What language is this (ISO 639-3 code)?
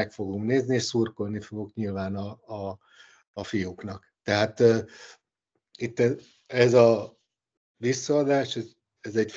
hun